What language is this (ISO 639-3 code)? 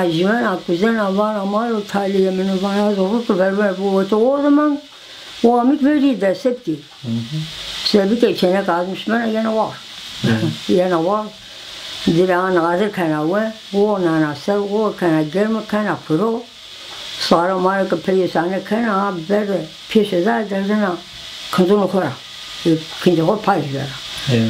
zza